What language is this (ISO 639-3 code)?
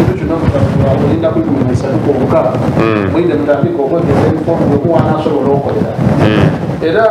xog